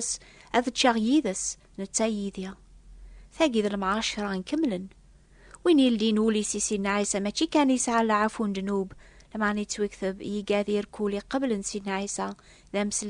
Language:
Kabyle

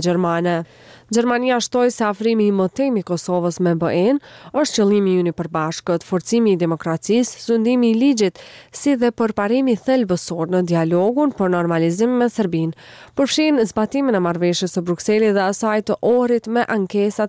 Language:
Albanian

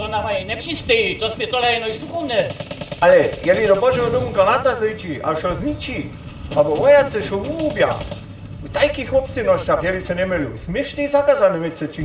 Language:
Upper Sorbian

